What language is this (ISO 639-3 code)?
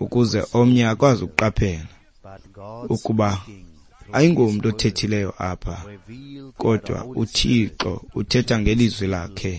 xho